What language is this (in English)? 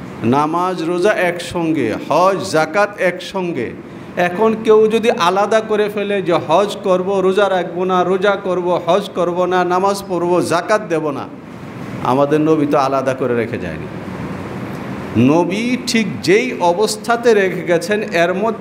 Bangla